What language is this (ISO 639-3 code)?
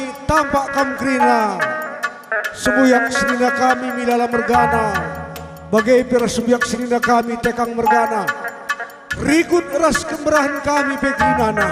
btx